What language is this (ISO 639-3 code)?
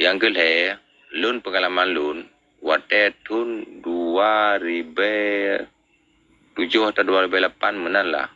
ace